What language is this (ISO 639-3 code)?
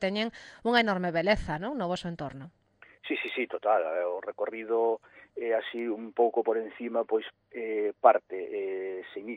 glg